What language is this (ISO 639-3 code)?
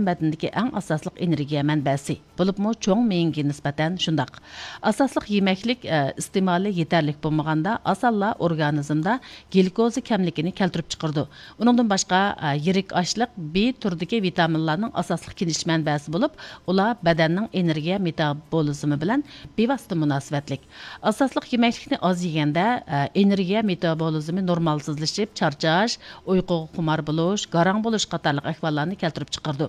uig